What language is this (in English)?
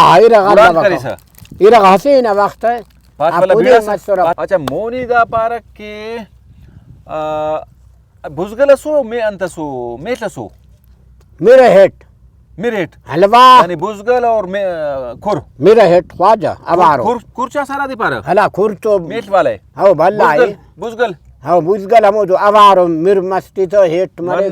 Brahui